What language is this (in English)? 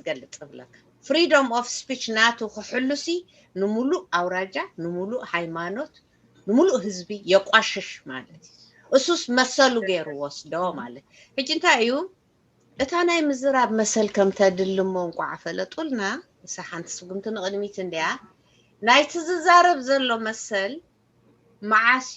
Tigrinya